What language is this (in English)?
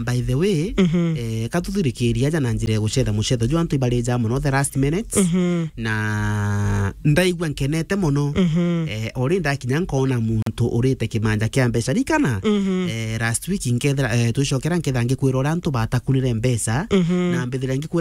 Meru